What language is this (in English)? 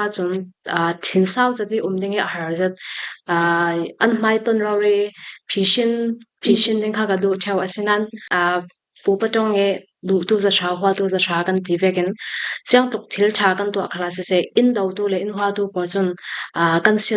Falam Chin